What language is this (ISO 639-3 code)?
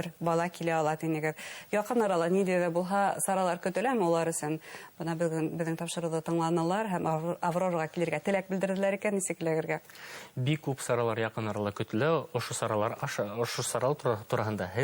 bak